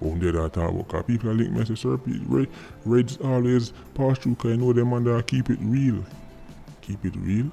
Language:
Jamaican Creole English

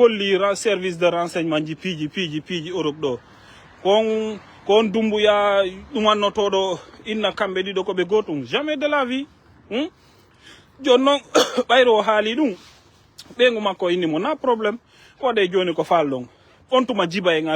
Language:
Fula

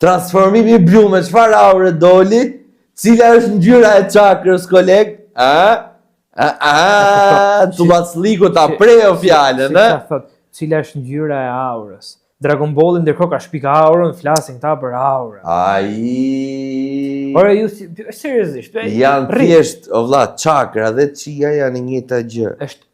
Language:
Albanian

